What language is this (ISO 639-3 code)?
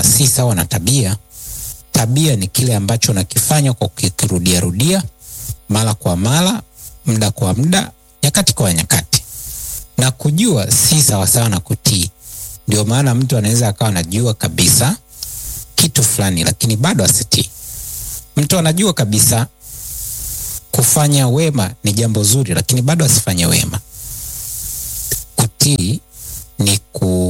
swa